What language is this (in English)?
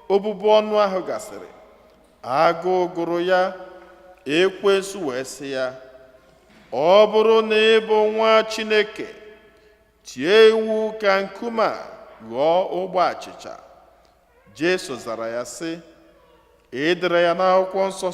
Igbo